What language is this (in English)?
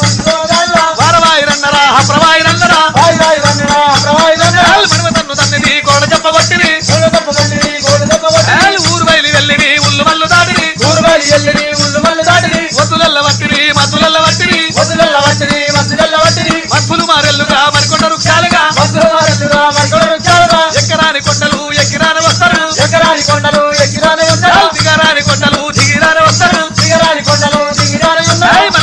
Telugu